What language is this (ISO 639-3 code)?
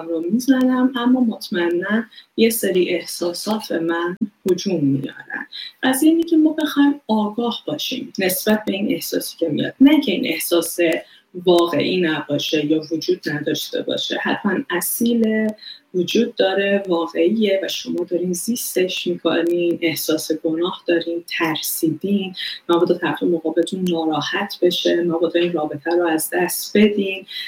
fas